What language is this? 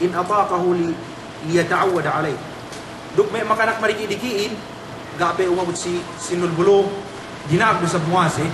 Yakan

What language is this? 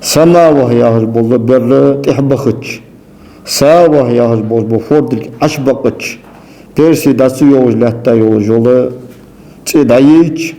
Ingush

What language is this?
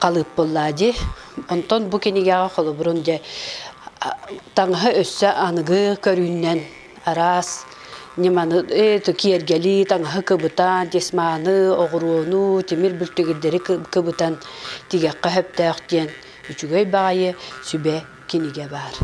Yakut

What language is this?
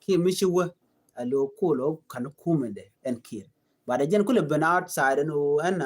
Nuer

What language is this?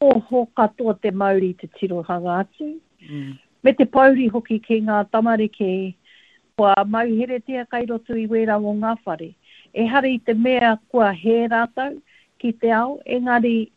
Māori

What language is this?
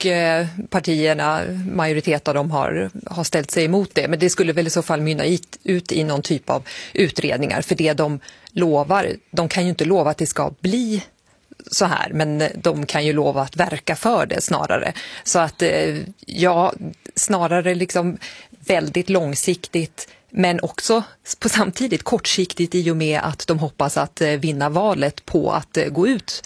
Swedish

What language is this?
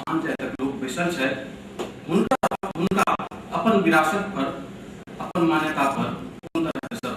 Maithili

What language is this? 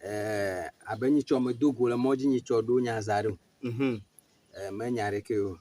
Ewe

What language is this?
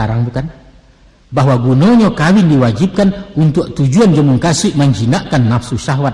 Minangkabau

